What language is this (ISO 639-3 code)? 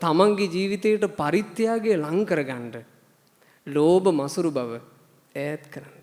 sin